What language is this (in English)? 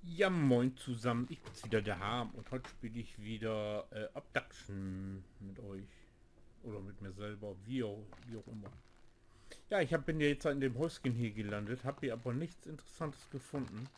Low German